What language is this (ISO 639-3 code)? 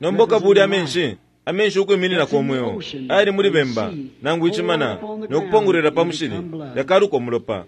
bem